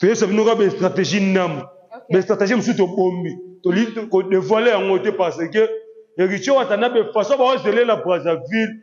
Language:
Lingala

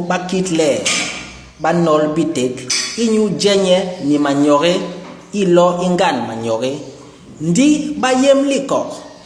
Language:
Basaa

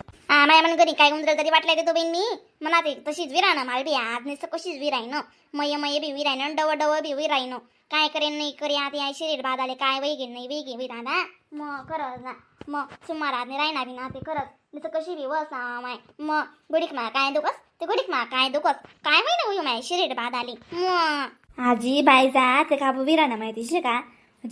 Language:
Khandesi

